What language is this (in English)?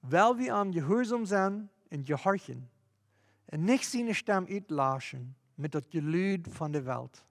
Plautdietsch